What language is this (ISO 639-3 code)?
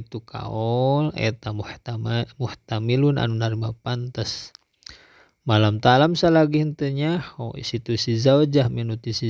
sun